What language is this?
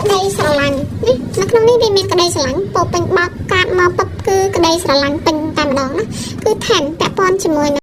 Khmer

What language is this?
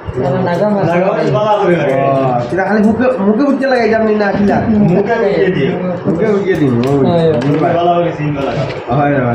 Sylheti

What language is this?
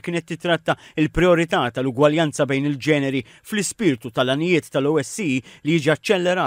Maltese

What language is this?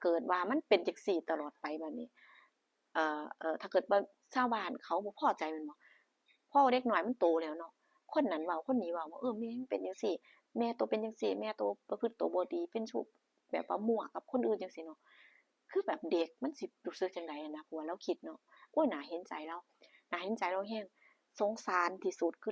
Northeastern Thai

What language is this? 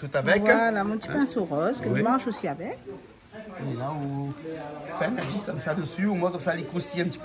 Réunion Creole French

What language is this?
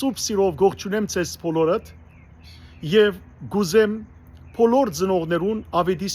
Western Armenian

